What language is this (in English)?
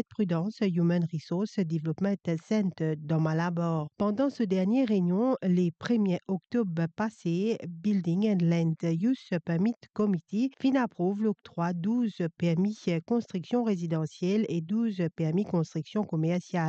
Morisyen